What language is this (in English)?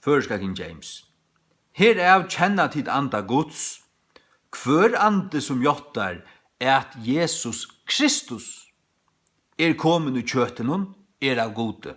Faroese